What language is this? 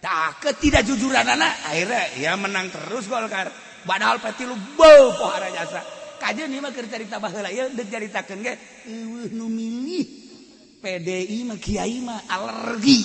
Sundanese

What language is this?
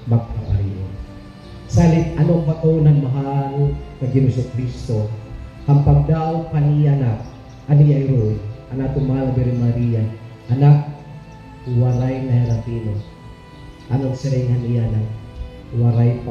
Waray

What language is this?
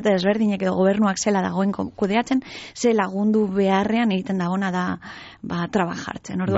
Basque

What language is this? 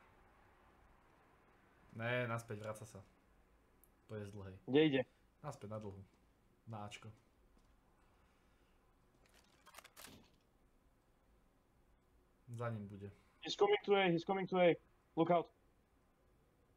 Slovak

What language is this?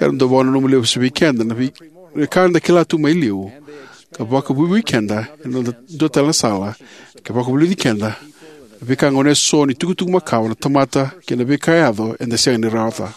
Fijian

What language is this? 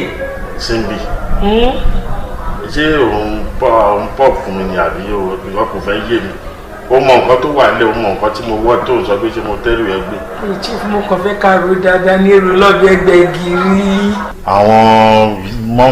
Yoruba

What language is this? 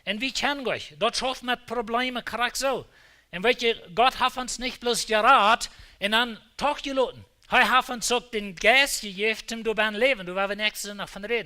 Plautdietsch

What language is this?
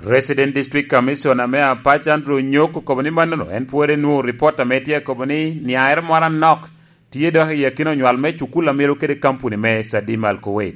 Lango (Uganda)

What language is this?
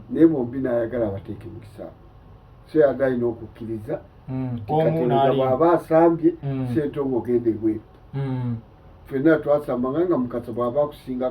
Ganda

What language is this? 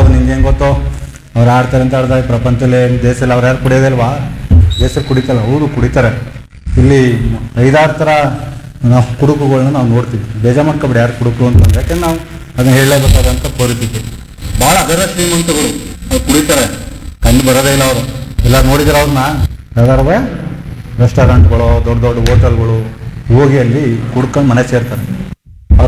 Kannada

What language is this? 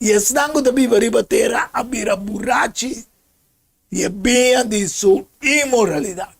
Papiamento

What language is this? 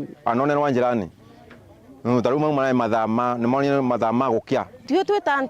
Meru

